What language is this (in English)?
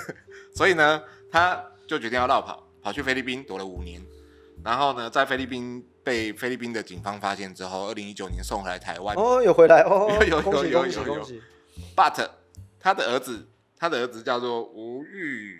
Chinese